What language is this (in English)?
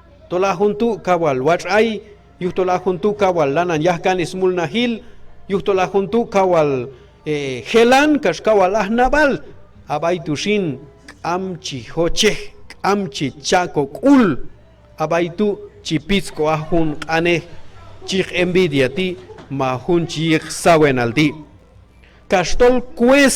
Q'anjob'al